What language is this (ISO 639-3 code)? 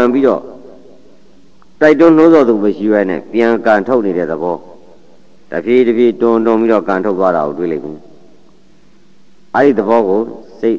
mya